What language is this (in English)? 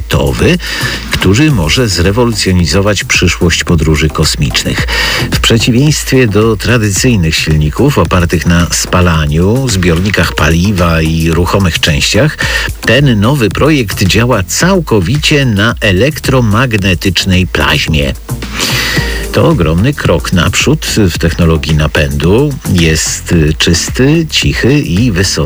Polish